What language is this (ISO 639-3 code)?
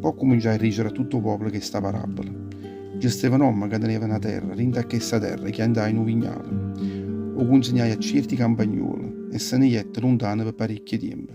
nap